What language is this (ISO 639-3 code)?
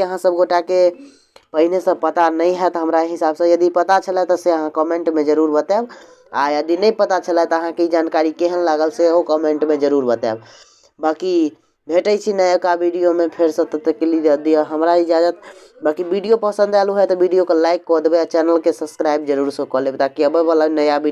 mai